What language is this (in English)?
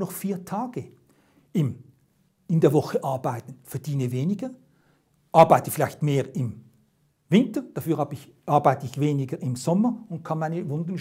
Swiss German